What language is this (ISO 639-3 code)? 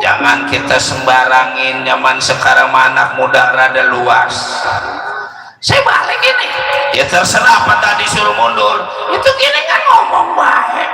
bew